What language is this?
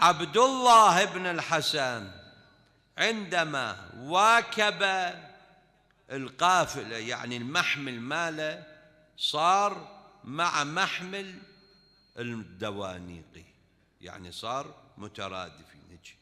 Mesopotamian Arabic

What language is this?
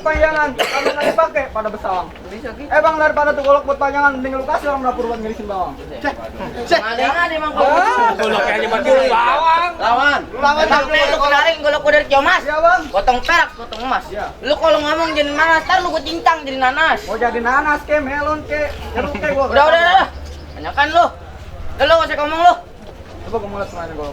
Betawi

